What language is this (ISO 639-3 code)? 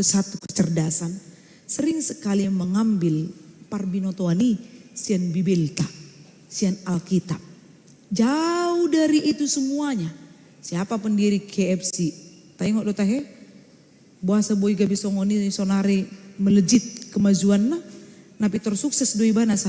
bbc